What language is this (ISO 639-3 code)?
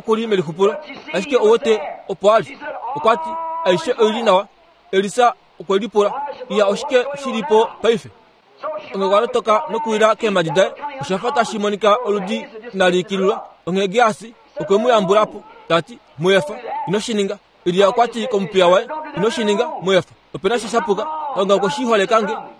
kua